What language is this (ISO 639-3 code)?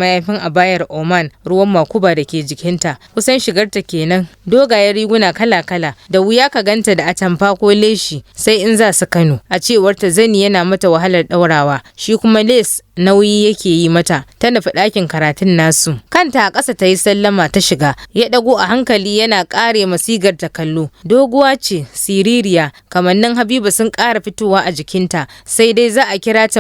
hau